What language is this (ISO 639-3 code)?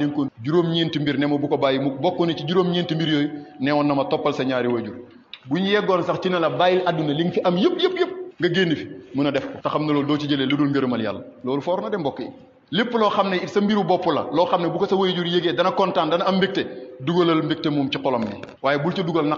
wol